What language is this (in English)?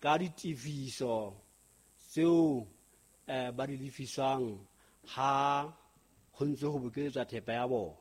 Southern Sotho